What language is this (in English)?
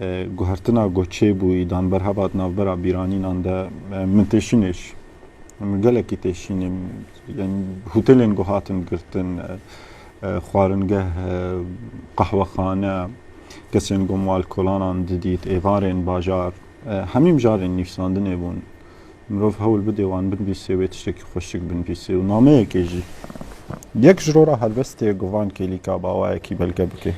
Kurdish